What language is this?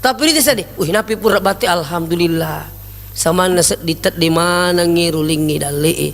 Buginese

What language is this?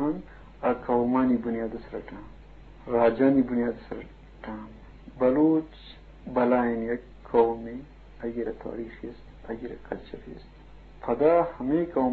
Eastern Balochi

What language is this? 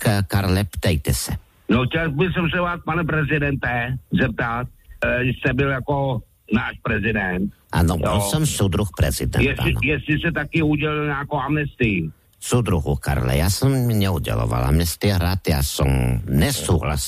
Czech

